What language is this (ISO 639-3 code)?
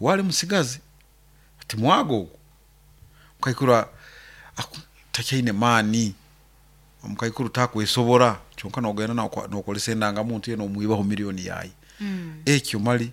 nyo